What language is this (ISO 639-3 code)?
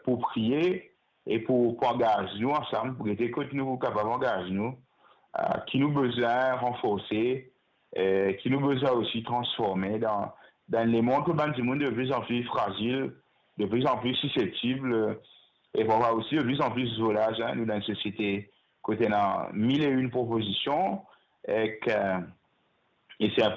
mfe